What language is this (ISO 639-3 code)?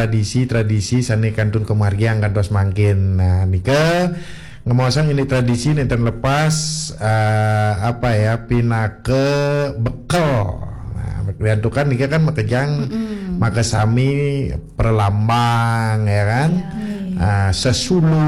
ban